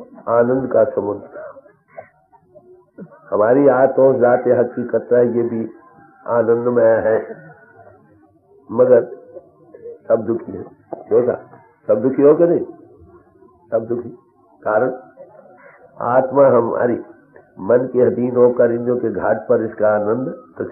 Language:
Hindi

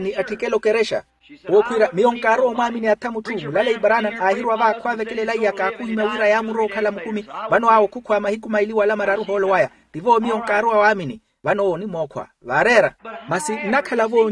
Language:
Makhuwa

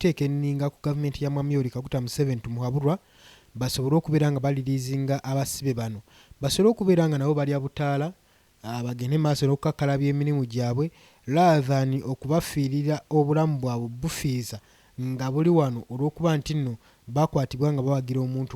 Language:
Ganda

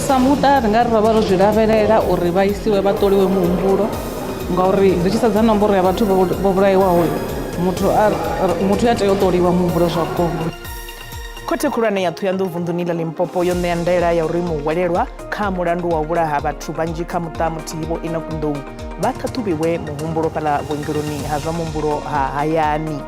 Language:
Venda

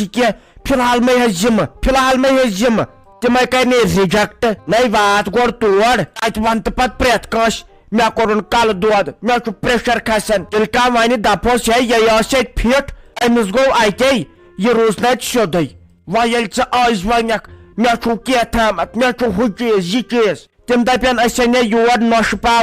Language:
Kashmiri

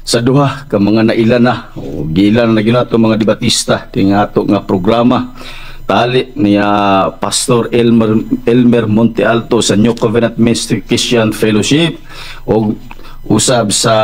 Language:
Cebuano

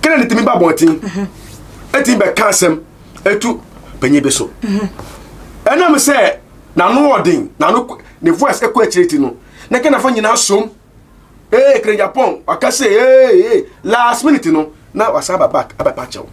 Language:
Akan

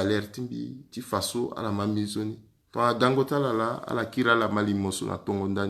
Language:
Sango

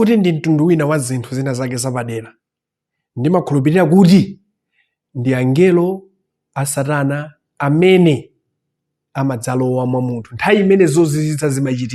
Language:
Nyanja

